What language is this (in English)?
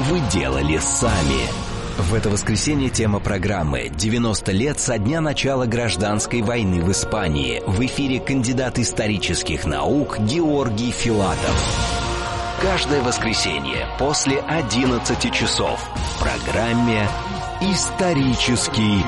Russian